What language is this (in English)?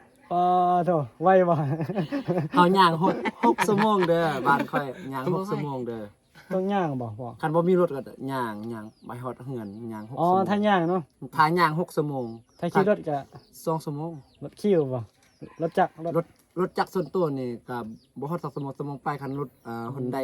Northeastern Thai